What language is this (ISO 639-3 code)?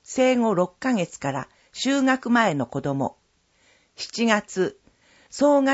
jpn